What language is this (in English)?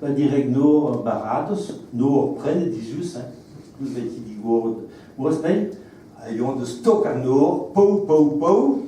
Breton